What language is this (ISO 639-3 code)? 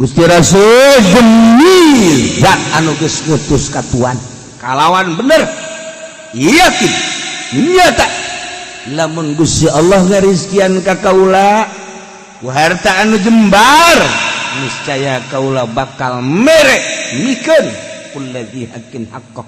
sun